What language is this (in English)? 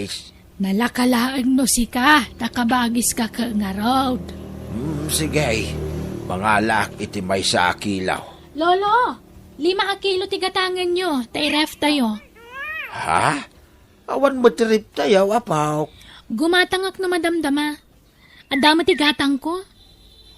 Iloko